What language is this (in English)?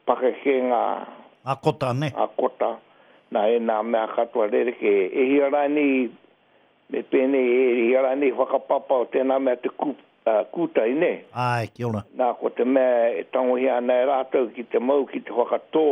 Māori